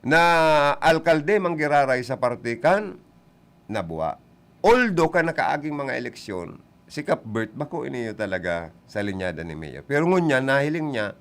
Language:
Bikol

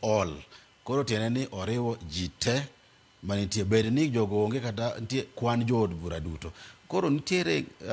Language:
Luo (Kenya and Tanzania)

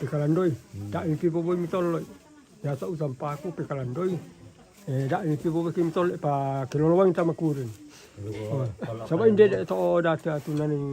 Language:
Toraja-Sa'dan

